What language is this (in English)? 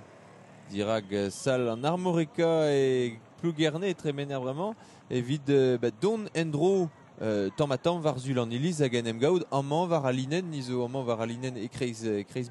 Breton